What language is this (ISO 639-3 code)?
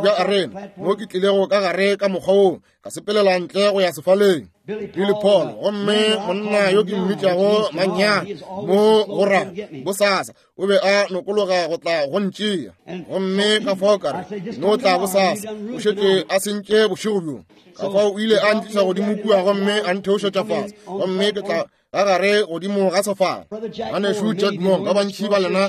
nso